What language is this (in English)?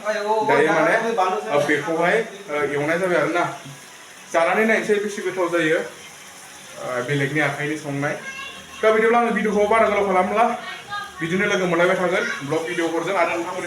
Bodo